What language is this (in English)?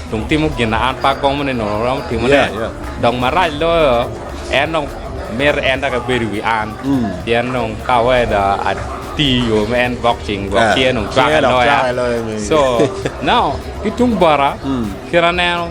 Acoli